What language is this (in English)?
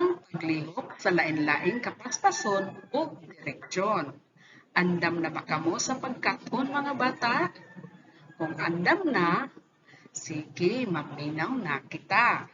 Cebuano